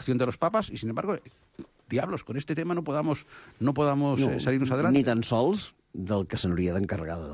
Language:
Catalan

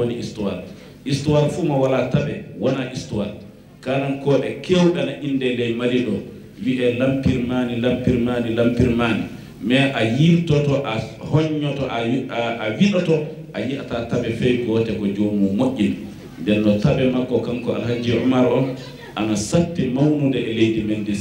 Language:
Fula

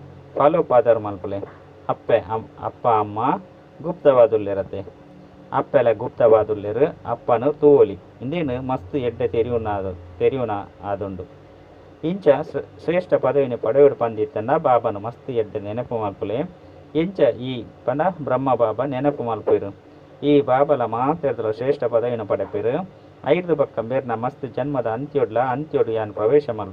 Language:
Tulu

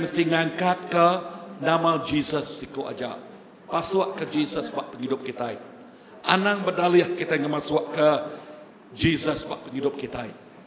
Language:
Iban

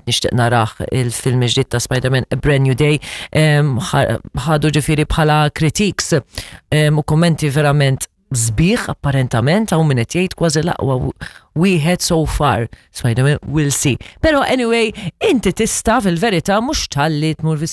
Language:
Maltese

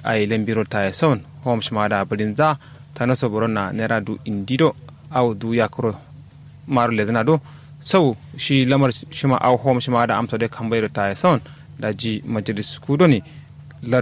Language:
Kanuri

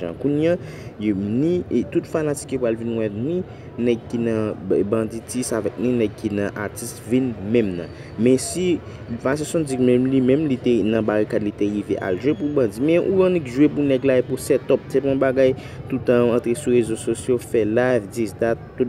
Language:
Haitian Creole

